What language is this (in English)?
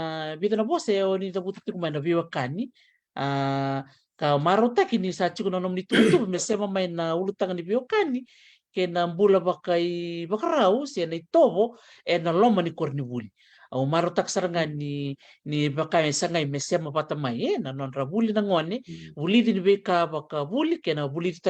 Fijian